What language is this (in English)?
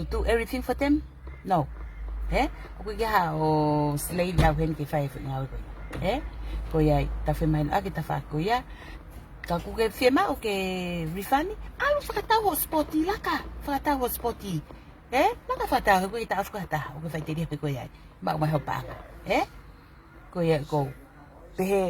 Tongan